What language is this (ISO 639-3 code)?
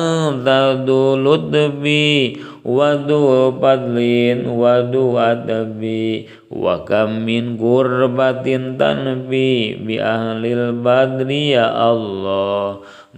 sun